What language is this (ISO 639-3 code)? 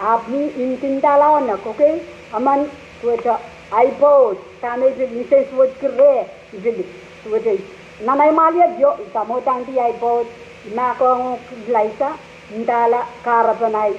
pon